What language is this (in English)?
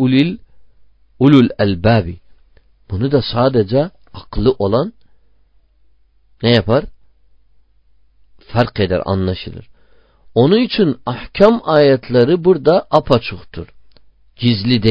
Turkish